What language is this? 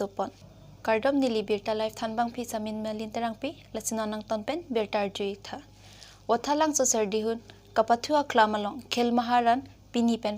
Karbi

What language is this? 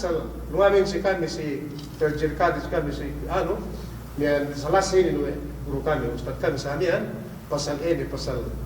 Yakan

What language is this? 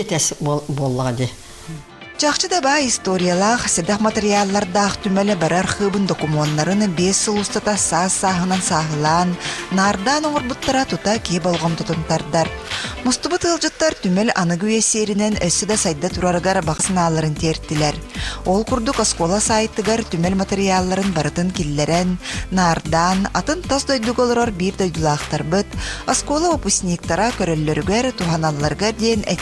Yakut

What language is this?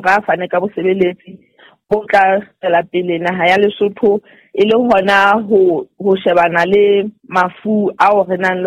Southern Sotho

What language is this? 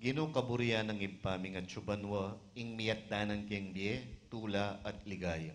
Pampanga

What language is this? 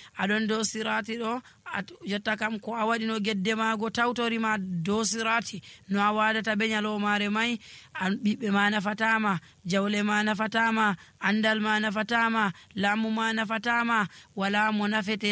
Nigerian Fulfulde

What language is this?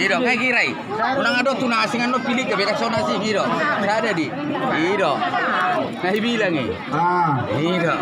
Batak Toba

